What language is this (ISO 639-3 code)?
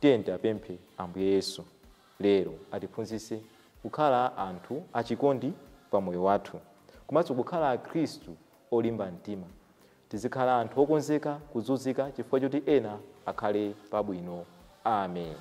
nya